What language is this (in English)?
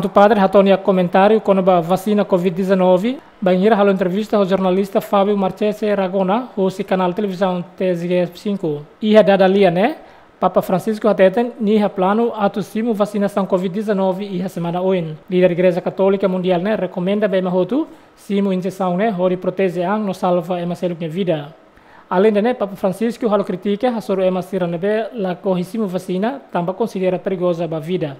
Tetum